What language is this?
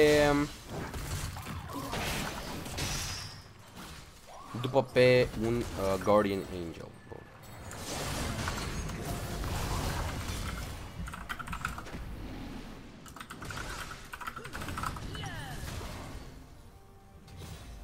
Romanian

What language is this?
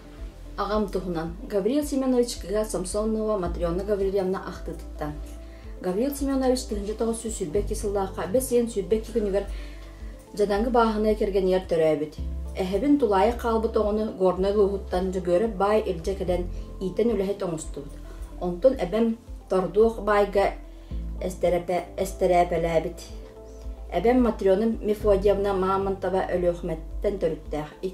Yakut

